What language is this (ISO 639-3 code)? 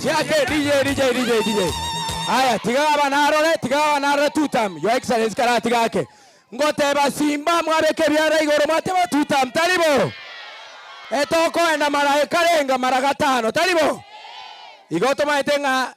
guz